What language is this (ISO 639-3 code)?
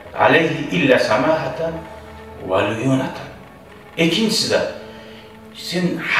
kum